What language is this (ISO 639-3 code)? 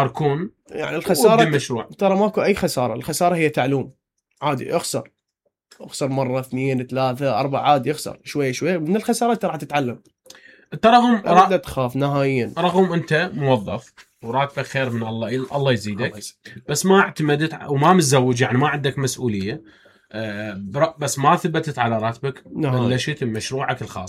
acm